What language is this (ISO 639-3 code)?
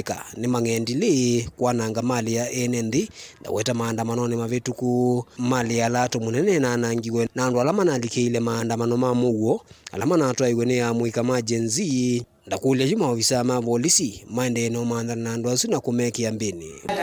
kam